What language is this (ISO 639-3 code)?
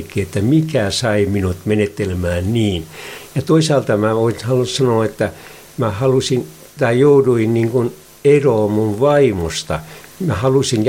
fin